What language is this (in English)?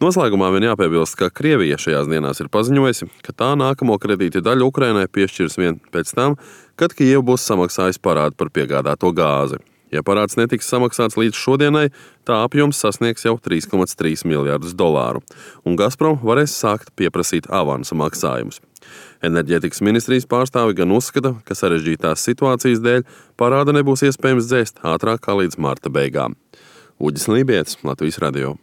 Latvian